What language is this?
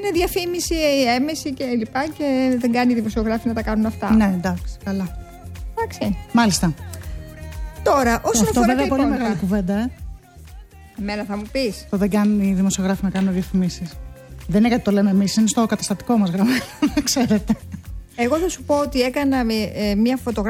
Greek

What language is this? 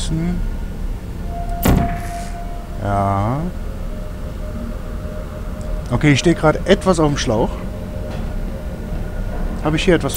German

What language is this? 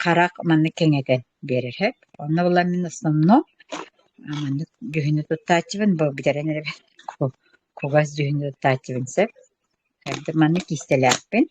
Yakut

